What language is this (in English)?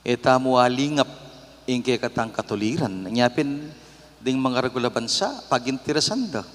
Pampanga